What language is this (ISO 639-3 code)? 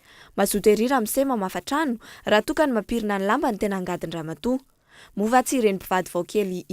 mlg